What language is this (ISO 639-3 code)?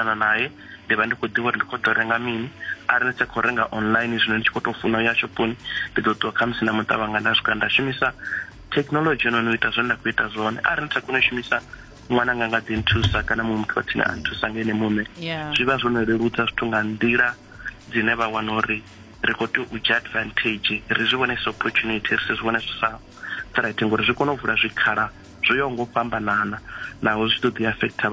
ven